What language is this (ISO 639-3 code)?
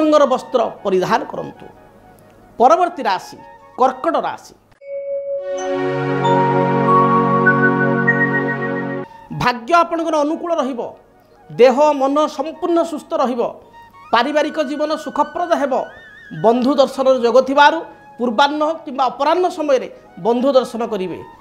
ori